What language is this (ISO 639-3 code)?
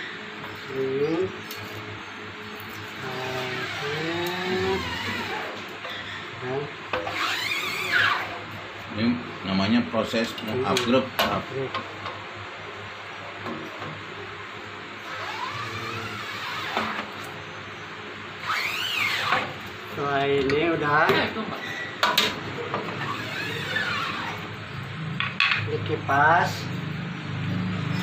ind